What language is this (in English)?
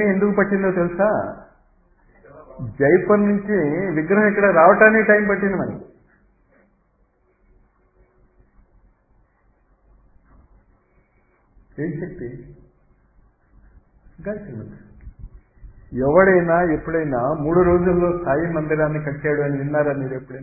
Telugu